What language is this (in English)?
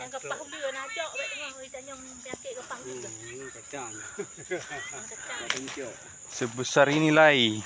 Achinese